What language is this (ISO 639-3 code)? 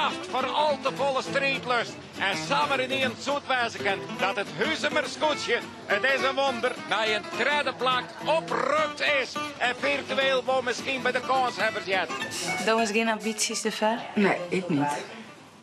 fry